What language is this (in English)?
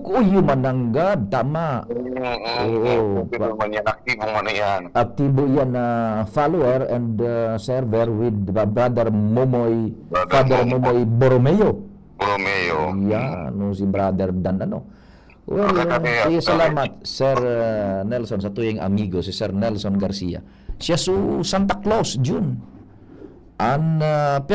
Bikol